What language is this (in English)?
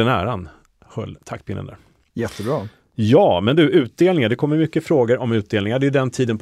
Swedish